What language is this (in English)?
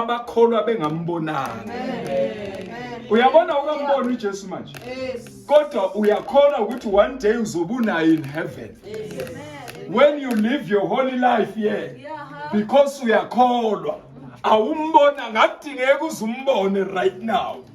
Zulu